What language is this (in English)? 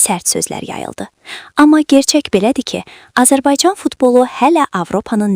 Azerbaijani